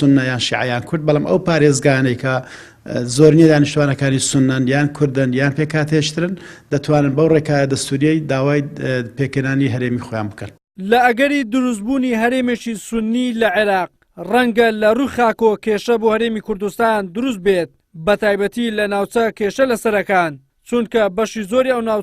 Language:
Central Kurdish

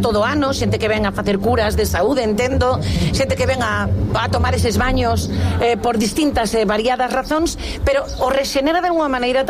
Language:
Galician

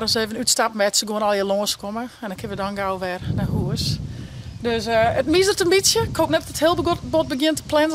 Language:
Western Frisian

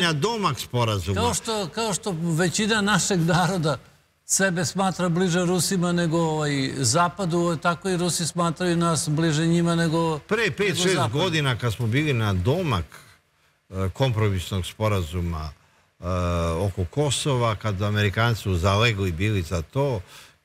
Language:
Serbian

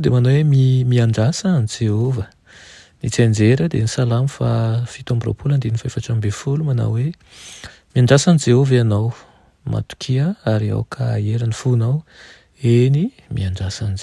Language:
Malagasy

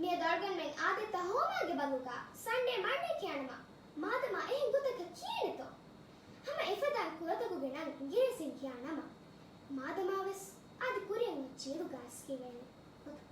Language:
Divehi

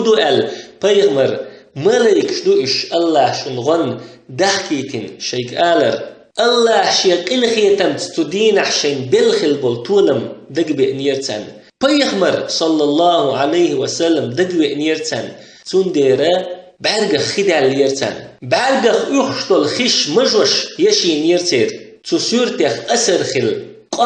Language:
Chechen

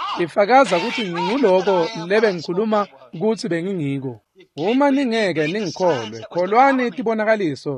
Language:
Swati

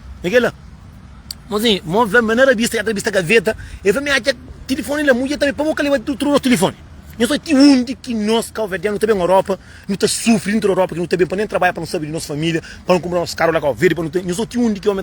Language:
Kabuverdianu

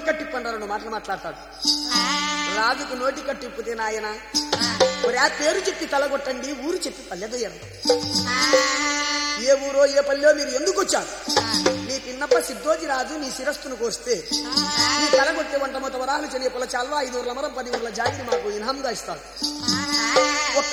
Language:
Telugu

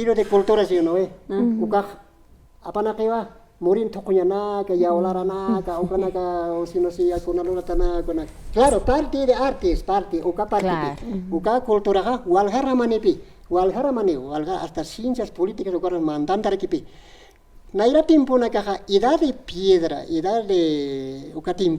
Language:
Aymara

